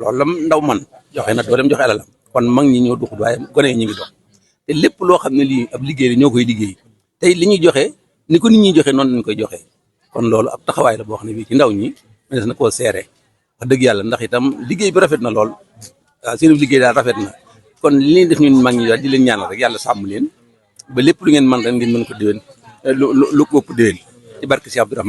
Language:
Wolof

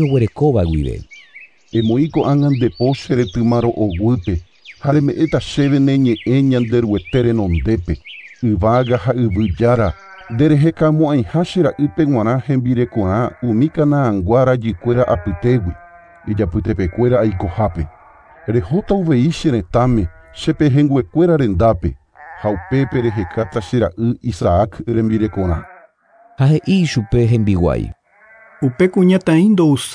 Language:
Guarani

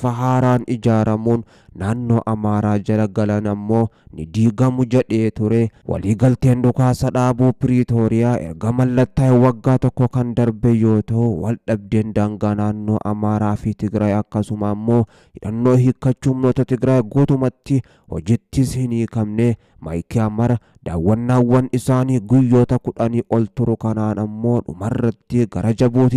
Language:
Oromo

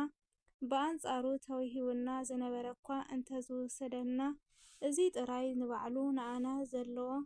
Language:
Tigrinya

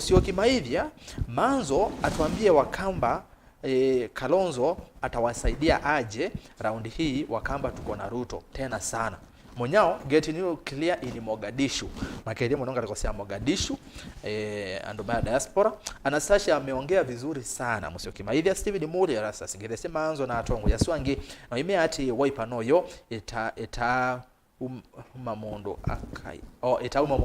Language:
Kamba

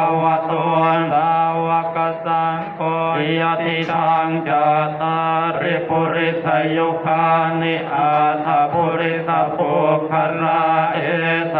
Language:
Pali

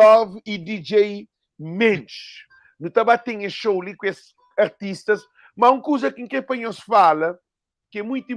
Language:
Kabuverdianu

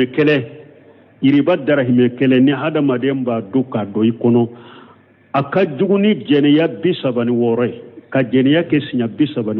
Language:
Bambara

